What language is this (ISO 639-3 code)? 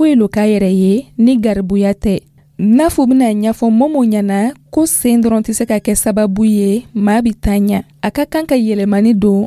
dyu